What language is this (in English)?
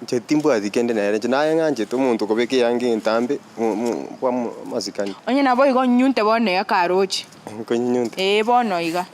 Gusii